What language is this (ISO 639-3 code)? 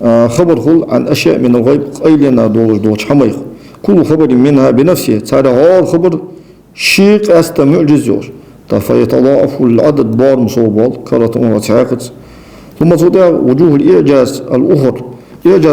inh